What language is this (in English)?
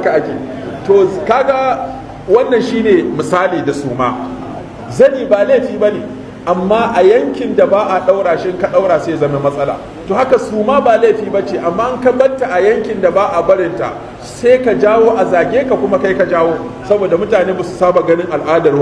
Hausa